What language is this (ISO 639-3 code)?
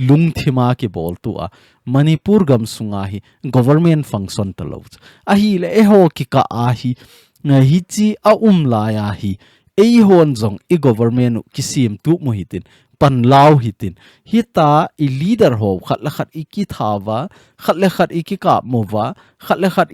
tcz